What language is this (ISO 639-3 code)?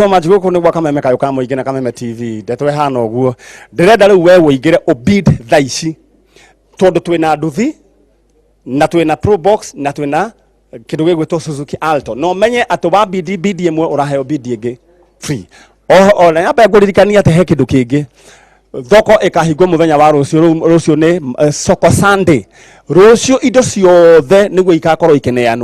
kik